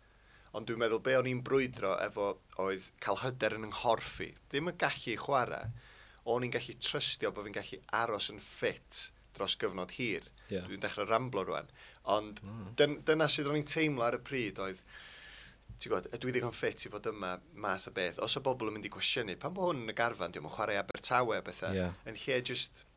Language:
Welsh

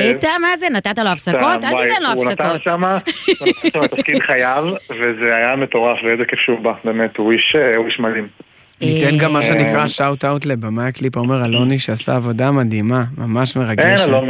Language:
Hebrew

